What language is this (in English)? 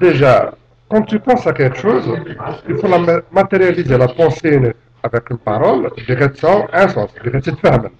Kabyle